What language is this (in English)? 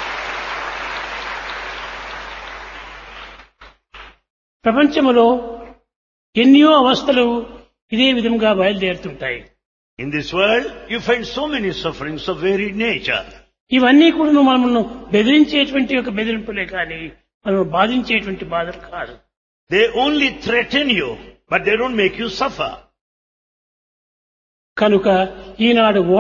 Telugu